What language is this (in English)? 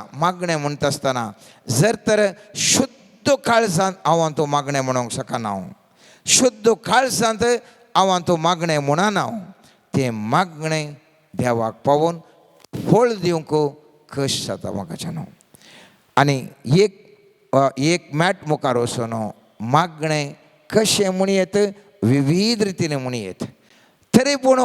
Konkani